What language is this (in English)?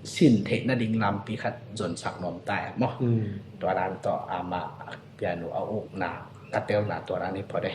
Tedim Chin